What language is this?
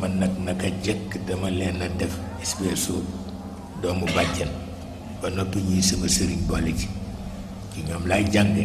Wolof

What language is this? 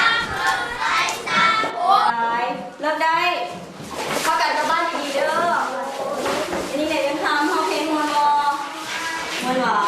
Lao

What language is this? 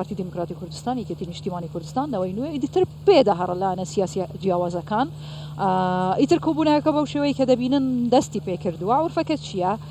Central Kurdish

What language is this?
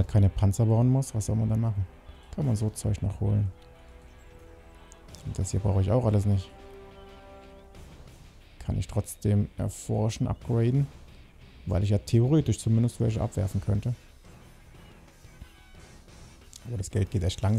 German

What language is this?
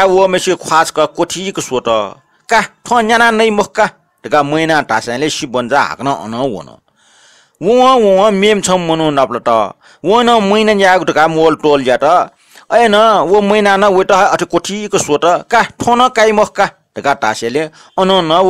Newari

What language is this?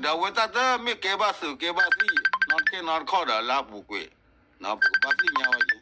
S'gaw Karen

